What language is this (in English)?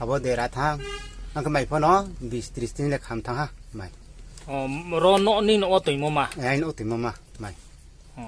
Riang (India)